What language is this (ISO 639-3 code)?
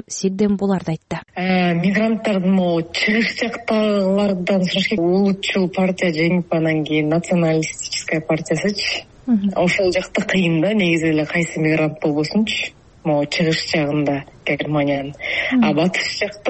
kir